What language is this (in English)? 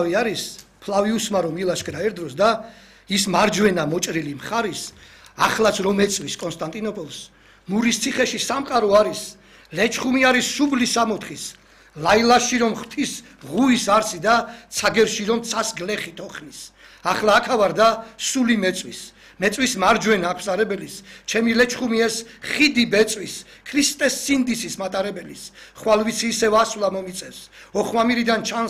Georgian